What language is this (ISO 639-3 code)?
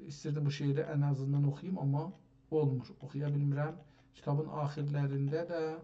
azb